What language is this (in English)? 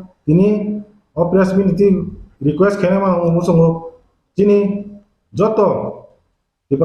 Kok Borok